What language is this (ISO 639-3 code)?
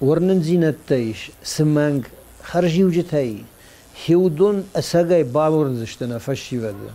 oss